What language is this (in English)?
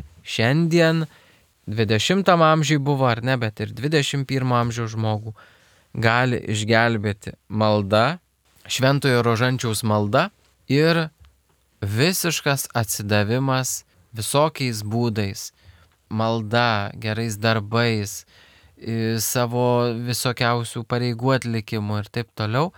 Lithuanian